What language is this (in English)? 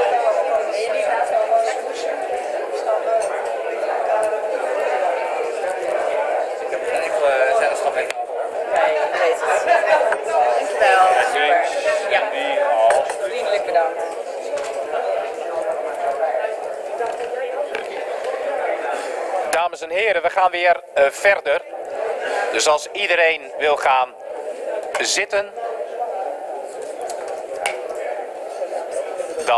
Dutch